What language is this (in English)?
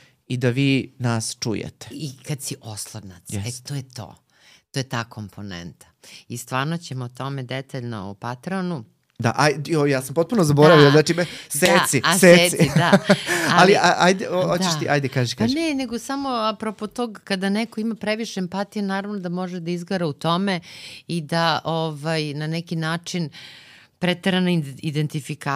Serbian